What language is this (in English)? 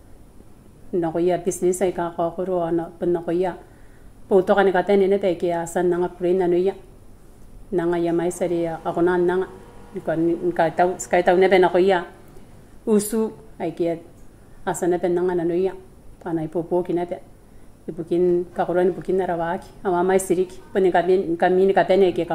Gilbertese